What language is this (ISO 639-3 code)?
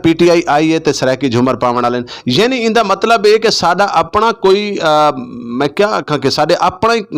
skr